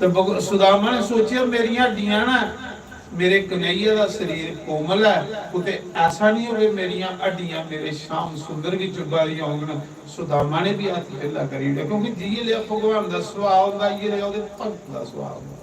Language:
Dogri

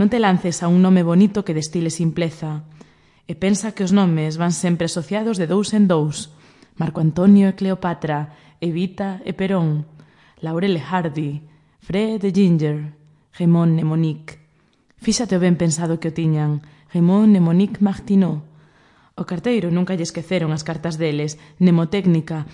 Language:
Galician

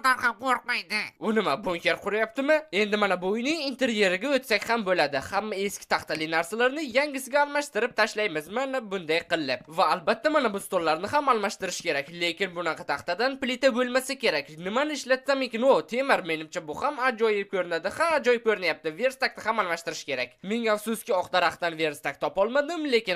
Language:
Uzbek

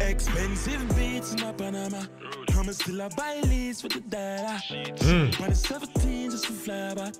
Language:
Jamaican Creole English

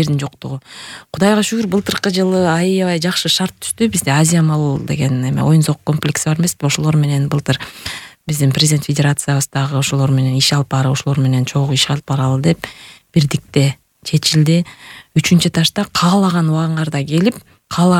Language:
Kyrgyz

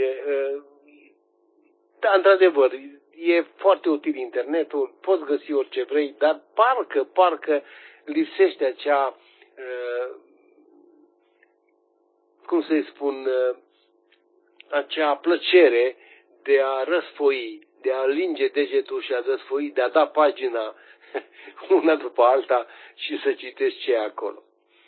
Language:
Romanian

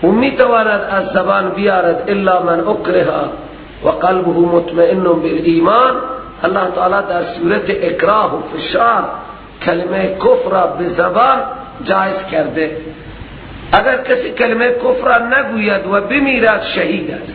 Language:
Persian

